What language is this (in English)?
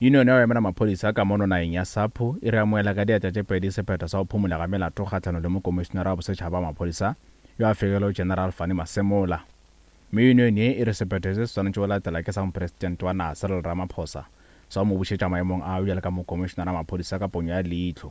Northern Sotho